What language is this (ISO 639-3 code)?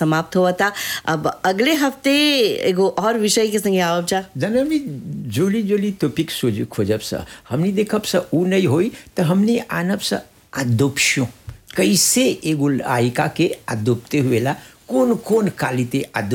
bho